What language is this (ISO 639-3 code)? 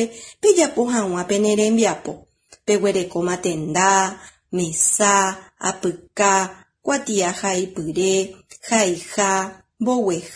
grn